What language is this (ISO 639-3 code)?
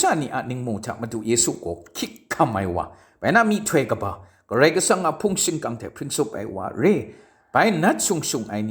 kac